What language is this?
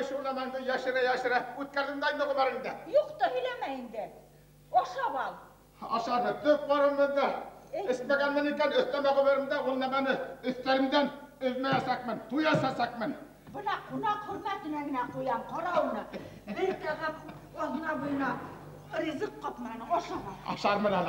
Bashkir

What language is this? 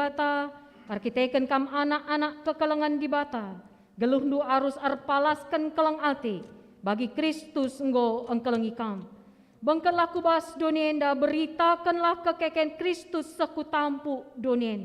Batak Karo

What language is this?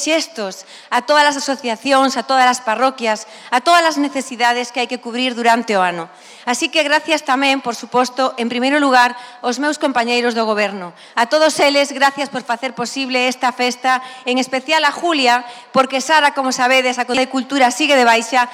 Galician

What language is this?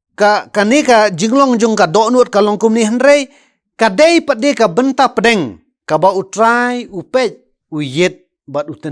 Khasi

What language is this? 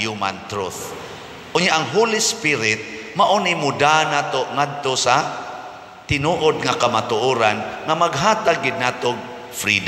Cebuano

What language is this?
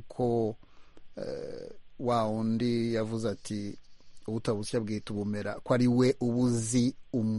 Kinyarwanda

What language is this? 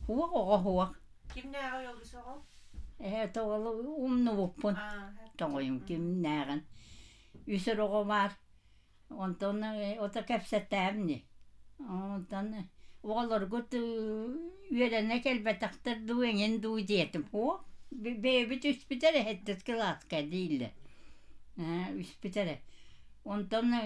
Yakut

